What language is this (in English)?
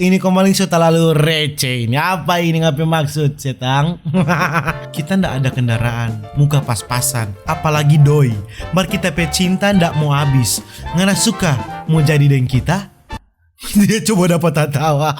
Manado Malay